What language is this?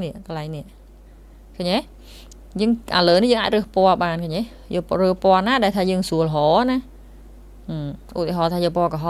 Khmer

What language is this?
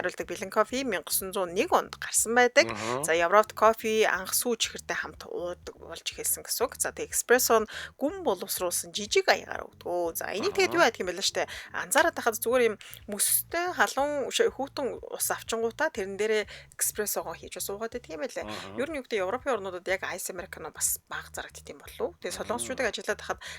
Mongolian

